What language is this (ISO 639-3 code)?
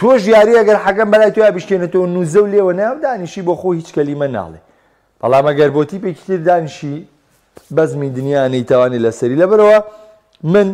ckb